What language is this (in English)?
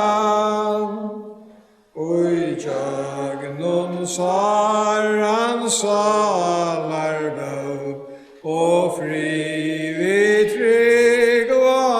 Faroese